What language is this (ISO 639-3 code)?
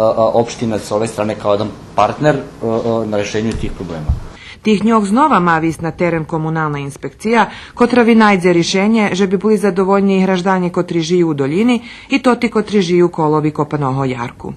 rue